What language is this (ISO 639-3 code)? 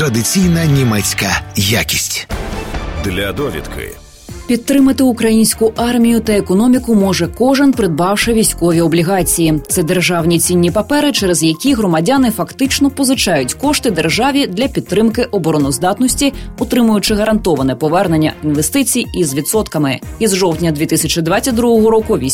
ukr